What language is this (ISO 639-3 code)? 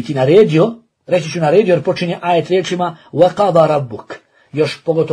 bos